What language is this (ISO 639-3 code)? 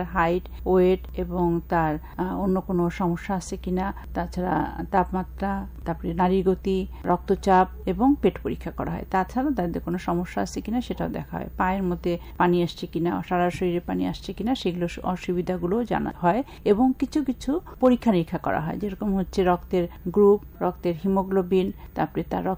ben